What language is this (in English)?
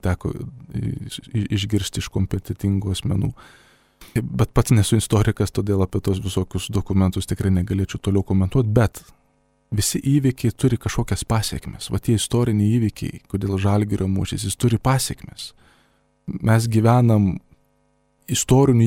Lithuanian